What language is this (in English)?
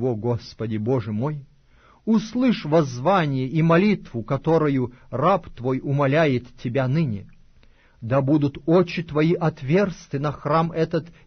Russian